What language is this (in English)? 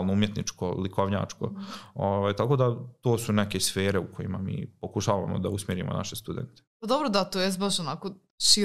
Serbian